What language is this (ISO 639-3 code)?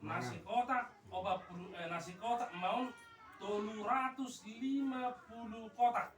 bbc